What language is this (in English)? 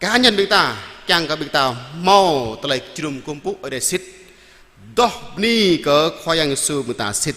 Jarai